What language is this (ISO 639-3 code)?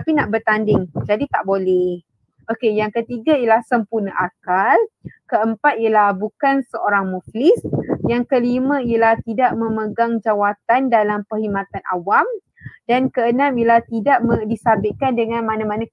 msa